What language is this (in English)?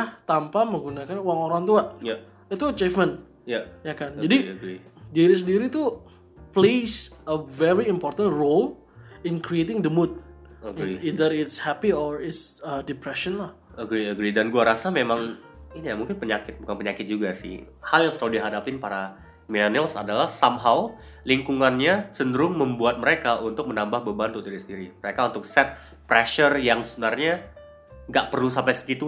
Indonesian